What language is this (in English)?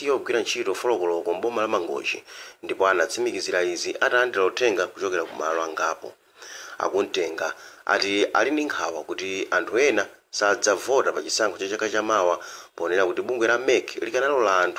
Nyanja